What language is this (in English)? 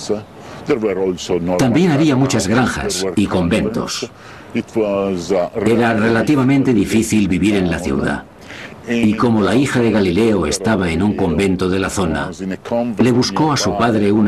Spanish